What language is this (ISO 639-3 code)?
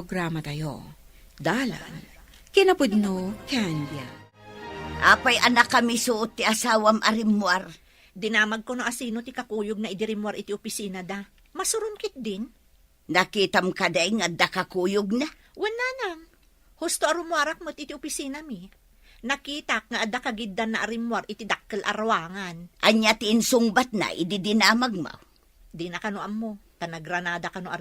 ilo